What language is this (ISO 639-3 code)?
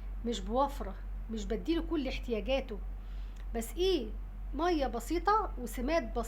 arz